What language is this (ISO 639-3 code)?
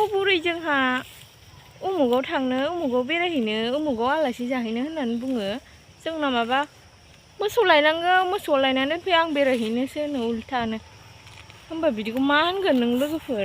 brx